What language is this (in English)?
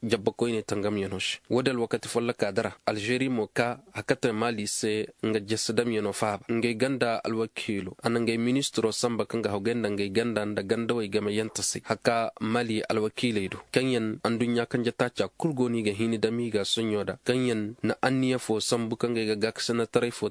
Koyraboro Senni